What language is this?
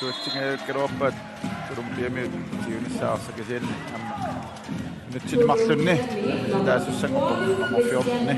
Kalaallisut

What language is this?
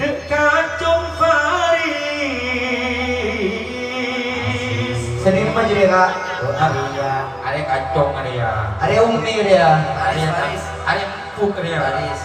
Madurese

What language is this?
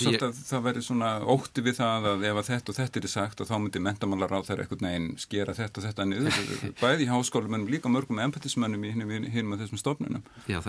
Icelandic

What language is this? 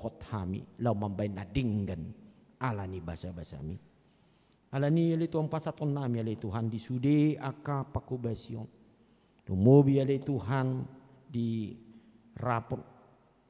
Batak Toba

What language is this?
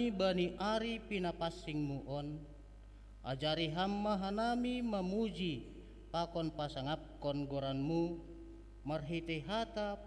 Batak Simalungun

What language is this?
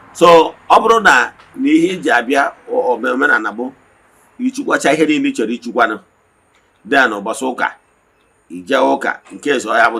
Igbo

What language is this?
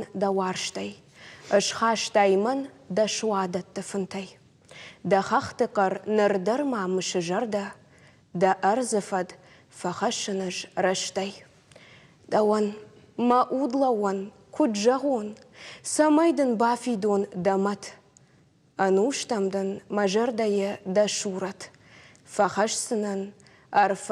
Ossetic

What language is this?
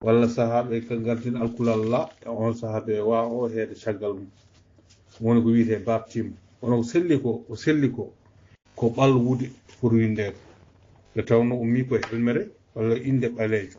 Fula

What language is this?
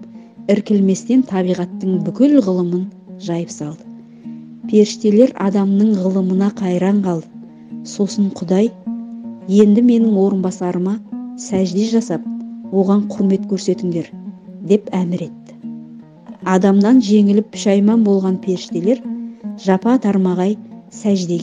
Kazakh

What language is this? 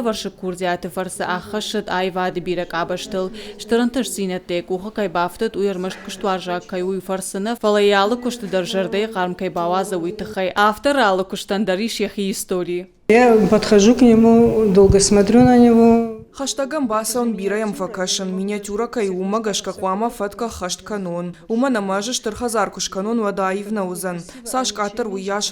Ossetic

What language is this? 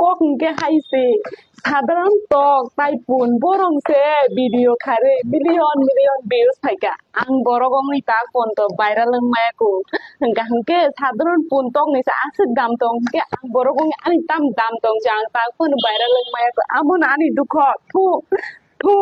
Kok Borok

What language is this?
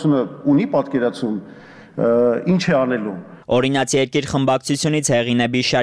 Armenian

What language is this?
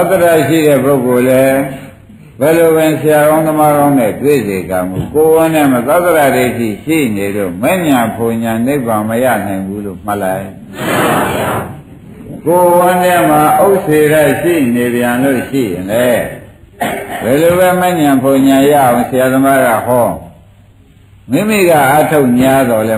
Burmese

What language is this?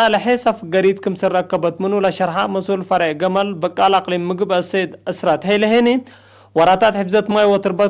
Tigre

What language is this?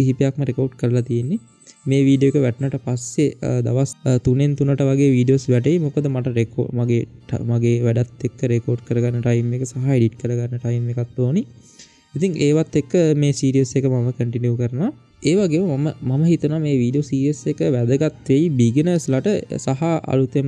Sinhala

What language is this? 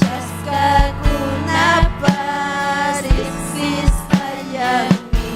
Ayacucho Quechua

